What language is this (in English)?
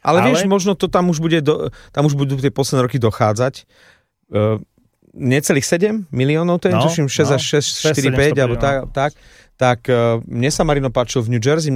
Slovak